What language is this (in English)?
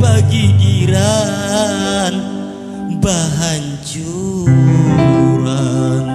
Banjar